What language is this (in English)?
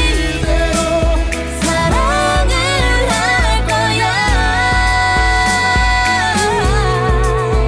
Korean